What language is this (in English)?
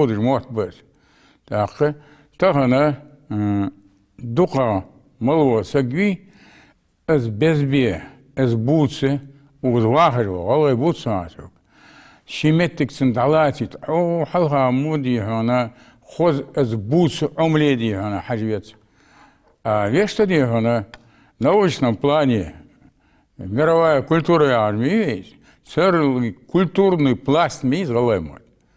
Ingush